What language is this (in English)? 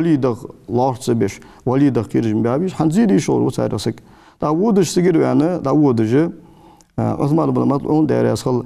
Ingush